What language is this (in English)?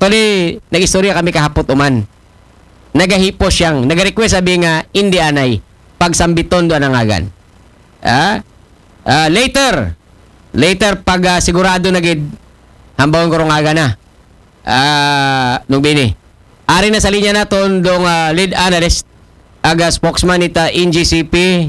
Aklanon